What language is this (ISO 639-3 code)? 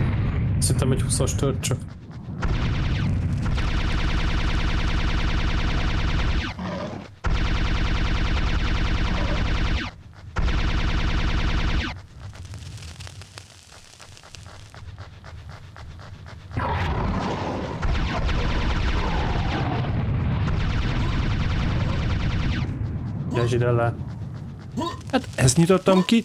hun